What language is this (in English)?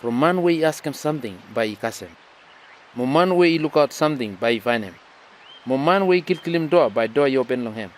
Bislama